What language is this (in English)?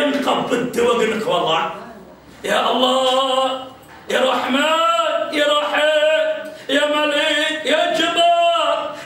Maranao